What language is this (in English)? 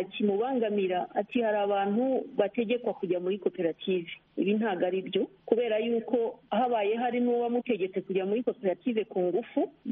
Kinyarwanda